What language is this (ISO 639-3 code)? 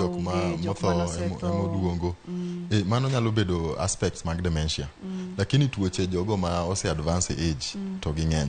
luo